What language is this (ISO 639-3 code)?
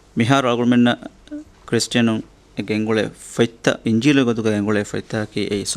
div